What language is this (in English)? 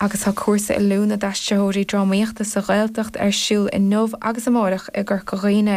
Irish